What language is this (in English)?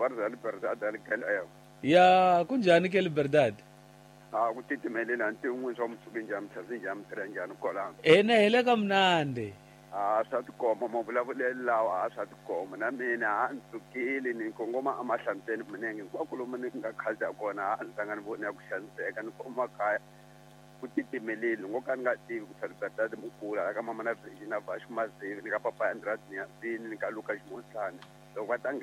Tsonga